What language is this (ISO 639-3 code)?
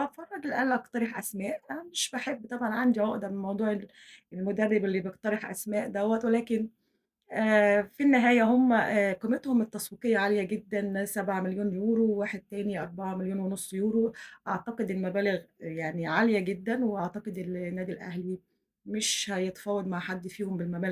arz